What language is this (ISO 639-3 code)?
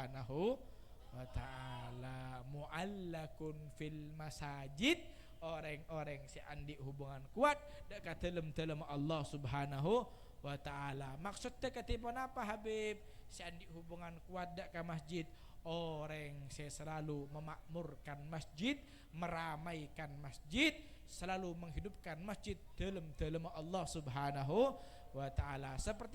mad